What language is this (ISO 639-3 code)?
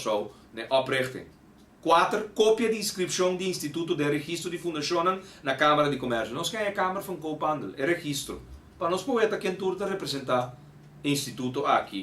pap